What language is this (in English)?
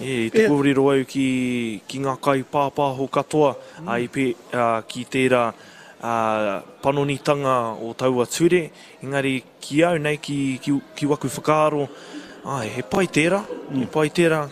Māori